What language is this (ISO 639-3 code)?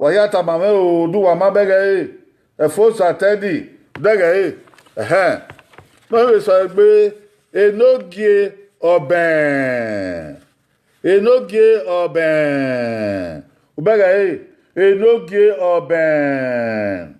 bin